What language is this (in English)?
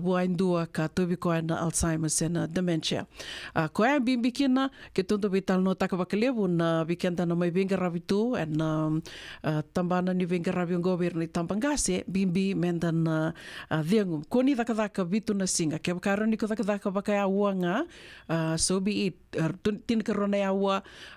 Fijian